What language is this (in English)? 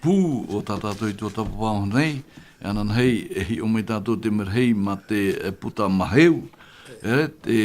Tahitian